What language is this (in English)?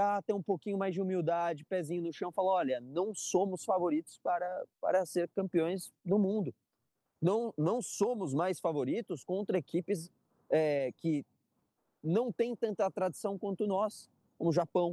Portuguese